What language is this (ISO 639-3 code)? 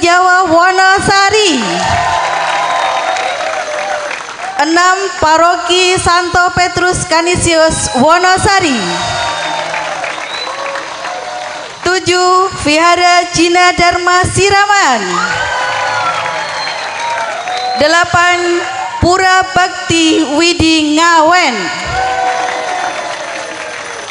jav